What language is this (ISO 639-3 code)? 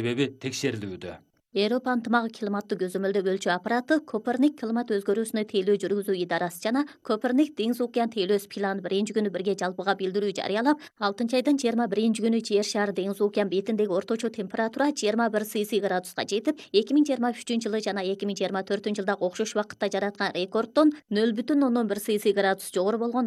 kir